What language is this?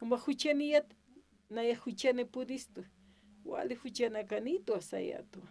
Aymara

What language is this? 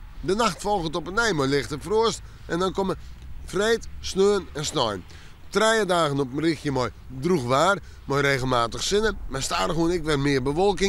Western Frisian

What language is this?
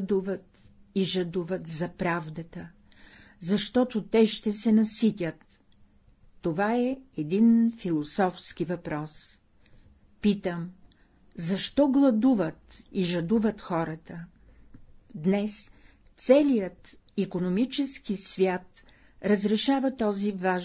Bulgarian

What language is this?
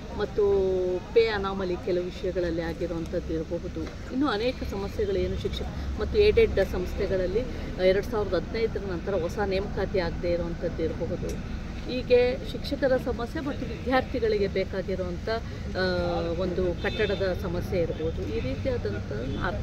Kannada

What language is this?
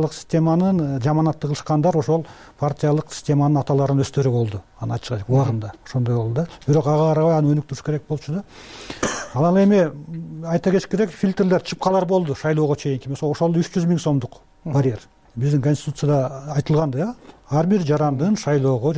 Kyrgyz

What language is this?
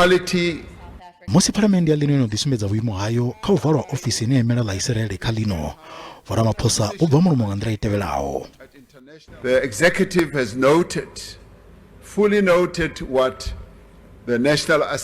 Venda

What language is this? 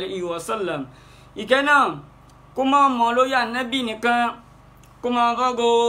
Yoruba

